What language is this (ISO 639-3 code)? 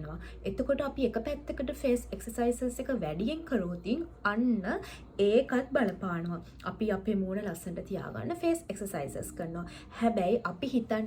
sin